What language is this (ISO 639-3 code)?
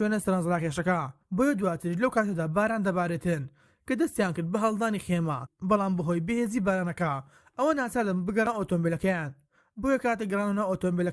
ckb